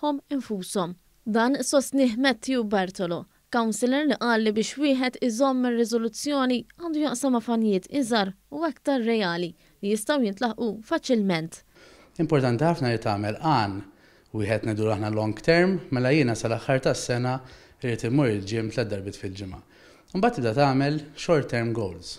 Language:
Maltese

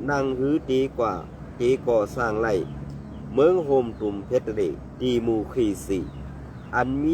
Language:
Shan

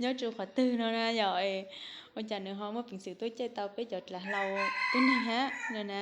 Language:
Hmong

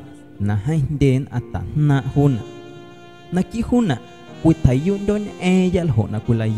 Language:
Guerrero Amuzgo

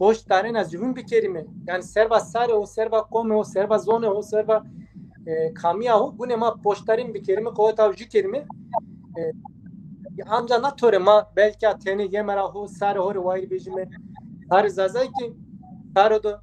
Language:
Zaza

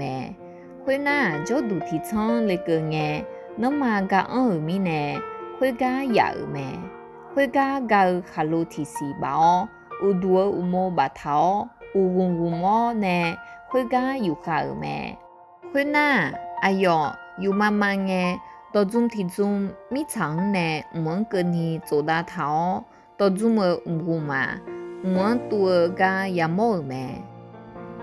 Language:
Akha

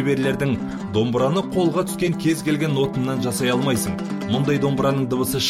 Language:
Kazakh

